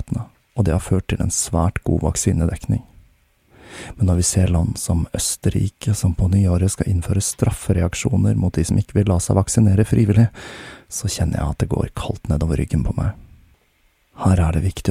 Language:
Norwegian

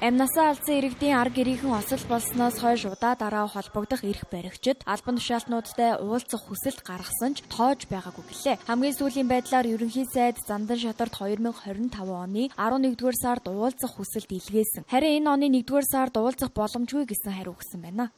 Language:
Mongolian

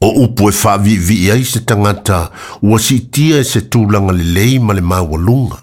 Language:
Samoan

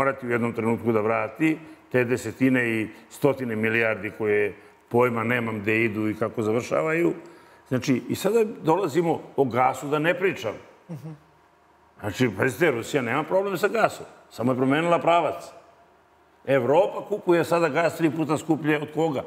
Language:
Serbian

